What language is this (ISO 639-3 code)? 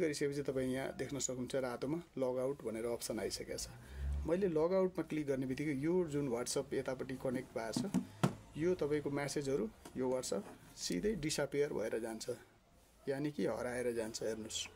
nep